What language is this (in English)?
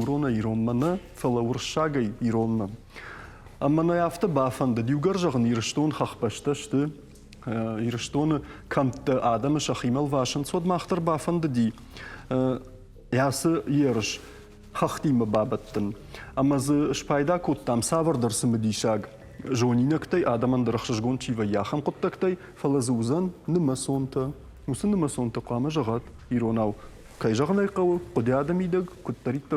Ossetic